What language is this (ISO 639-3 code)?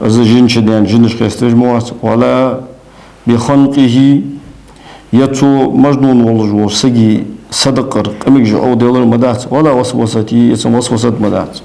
inh